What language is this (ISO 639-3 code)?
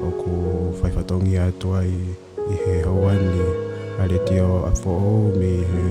ton